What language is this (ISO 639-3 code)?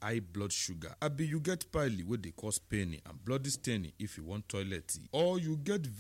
pcm